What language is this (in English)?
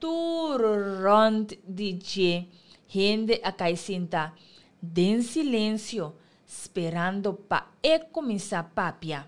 Papiamento